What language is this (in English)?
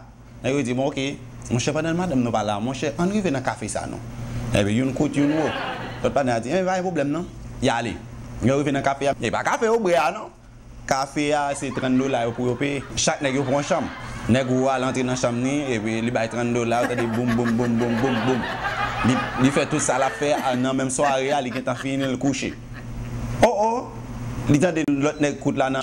Haitian Creole